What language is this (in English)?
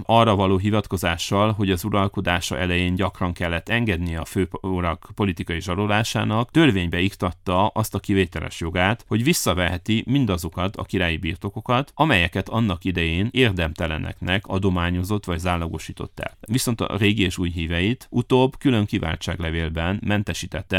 Hungarian